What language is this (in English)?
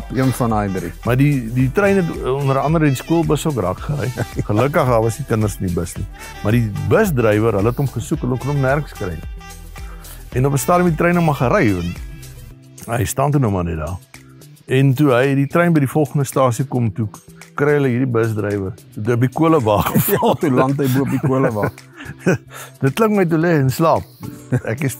Afrikaans